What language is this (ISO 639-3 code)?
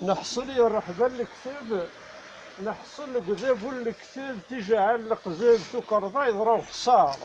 kab